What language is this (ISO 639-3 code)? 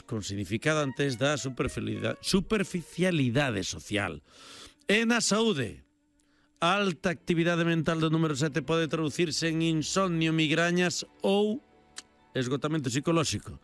glg